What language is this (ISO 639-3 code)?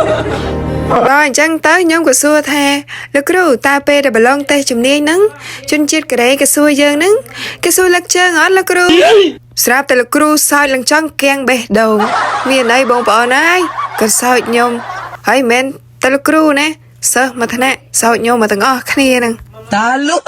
khm